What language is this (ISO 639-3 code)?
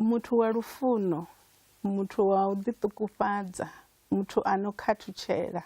ven